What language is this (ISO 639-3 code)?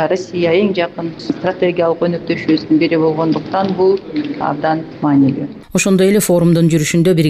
kir